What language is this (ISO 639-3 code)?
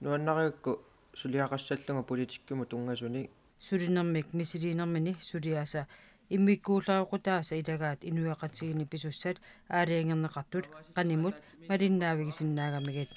kal